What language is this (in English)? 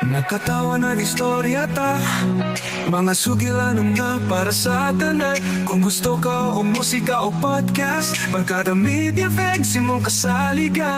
Cebuano